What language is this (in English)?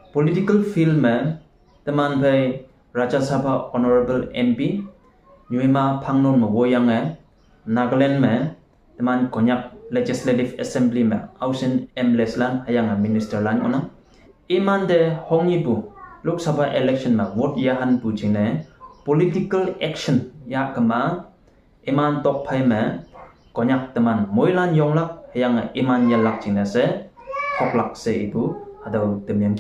Konyak Naga